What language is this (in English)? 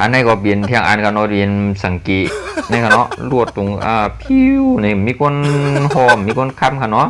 Shan